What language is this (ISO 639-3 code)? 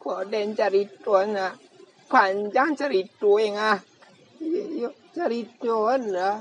min